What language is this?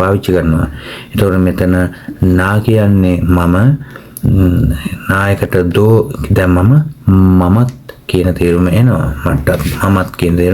Sinhala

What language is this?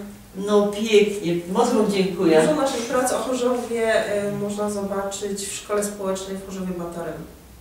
Silesian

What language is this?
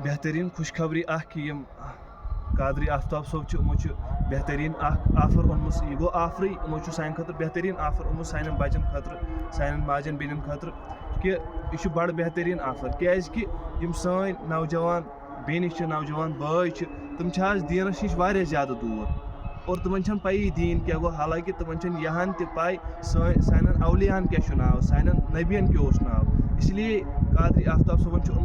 Kashmiri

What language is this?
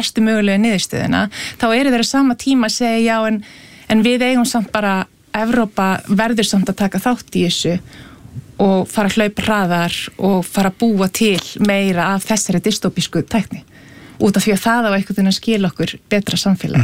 Icelandic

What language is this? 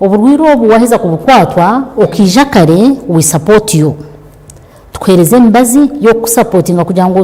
Nyankole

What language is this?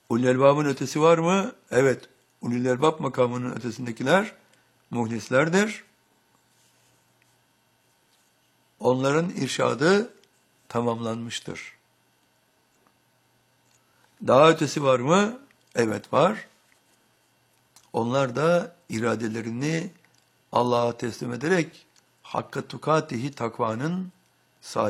Turkish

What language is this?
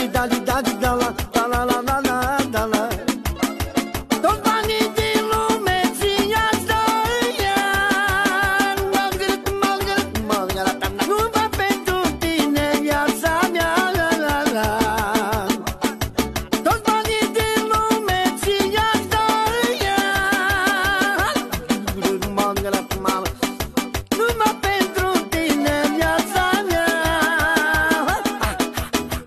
Romanian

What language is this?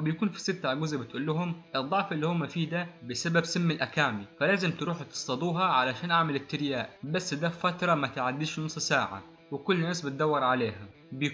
Egyptian Arabic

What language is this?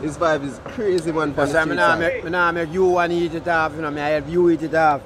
Jamaican Creole English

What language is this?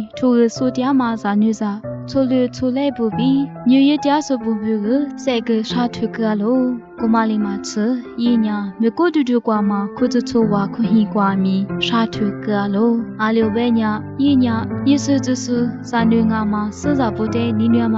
Lisu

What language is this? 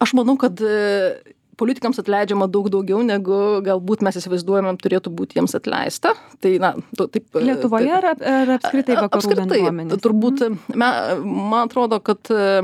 Lithuanian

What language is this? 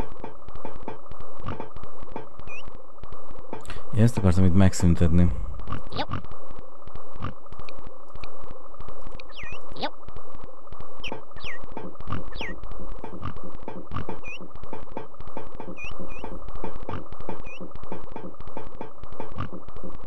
Hungarian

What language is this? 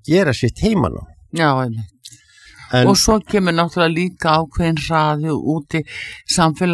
Icelandic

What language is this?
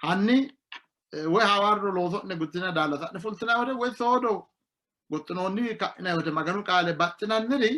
Sidamo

